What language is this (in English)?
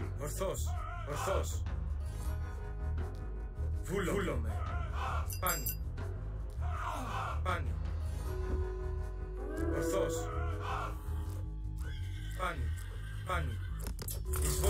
Greek